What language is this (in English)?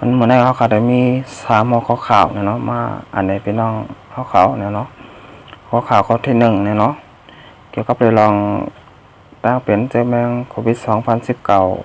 Shan